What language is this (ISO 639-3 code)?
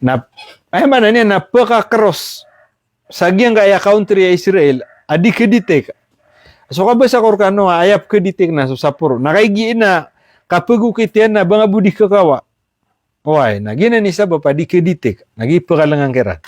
mrw